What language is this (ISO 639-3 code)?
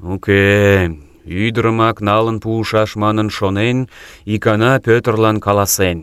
chm